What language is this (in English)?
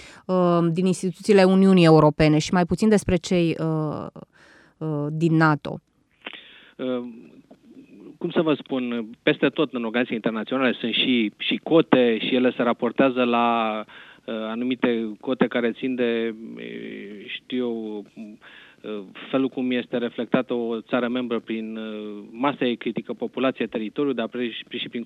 Romanian